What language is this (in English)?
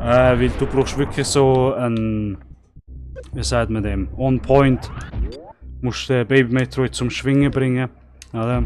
Swiss German